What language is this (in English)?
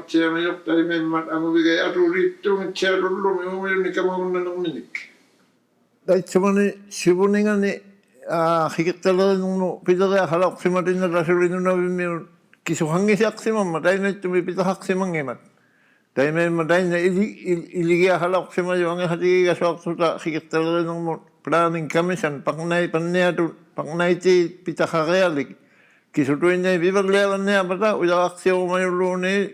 Inuktitut